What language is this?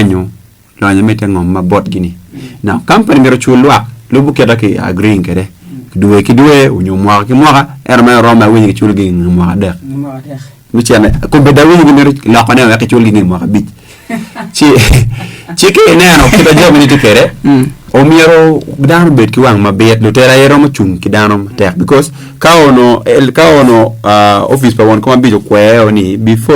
Acoli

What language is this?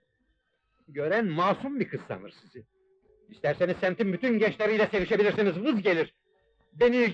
Turkish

